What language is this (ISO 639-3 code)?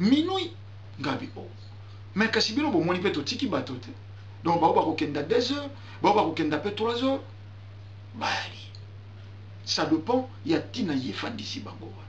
lin